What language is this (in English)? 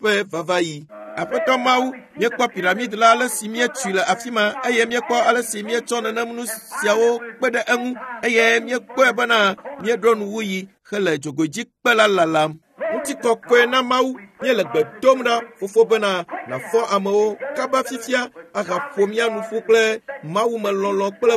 Ewe